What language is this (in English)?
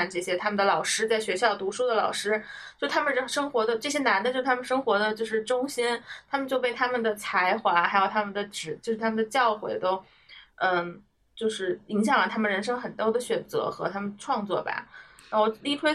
Chinese